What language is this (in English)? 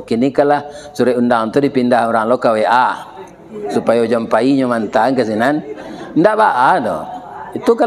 Minangkabau